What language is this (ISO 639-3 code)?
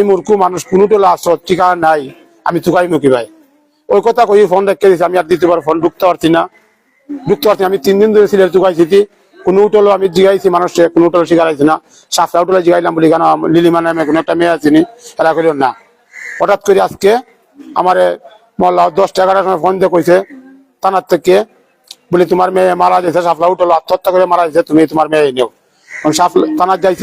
syl